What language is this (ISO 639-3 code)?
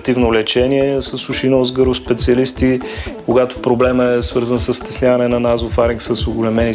bul